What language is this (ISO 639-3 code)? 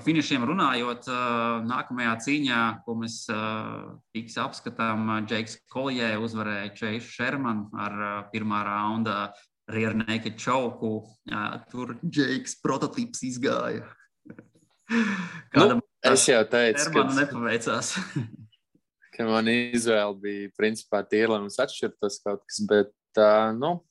lav